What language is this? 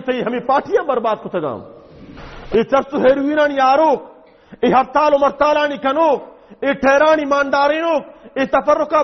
Baluchi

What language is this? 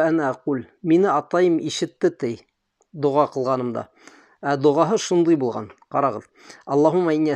Bashkir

